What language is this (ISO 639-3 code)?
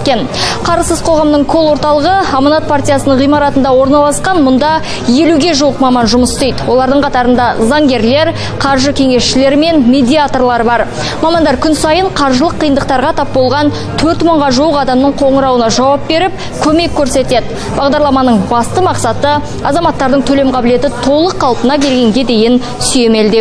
kaz